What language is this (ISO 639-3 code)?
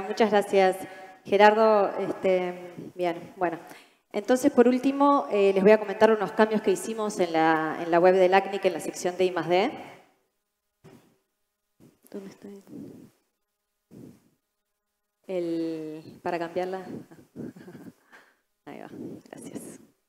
spa